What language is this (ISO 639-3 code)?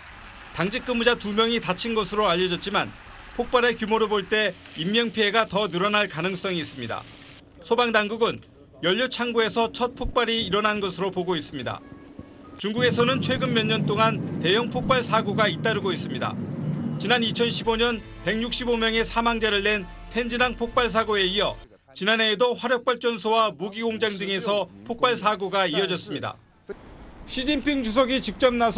kor